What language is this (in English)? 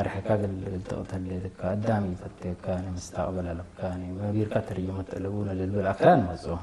Tigre